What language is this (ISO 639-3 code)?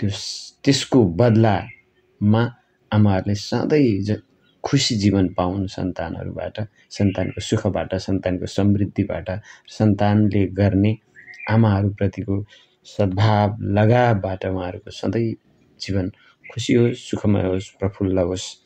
nep